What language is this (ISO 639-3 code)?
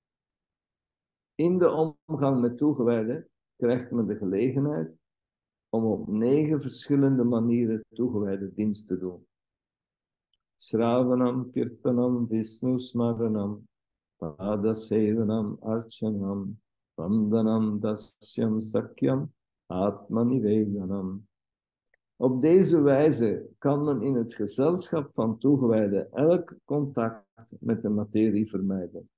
nld